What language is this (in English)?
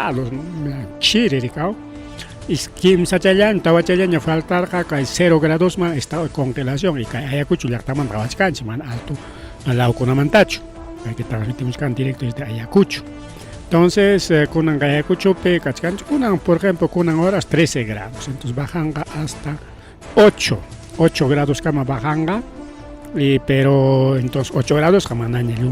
Ayacucho Quechua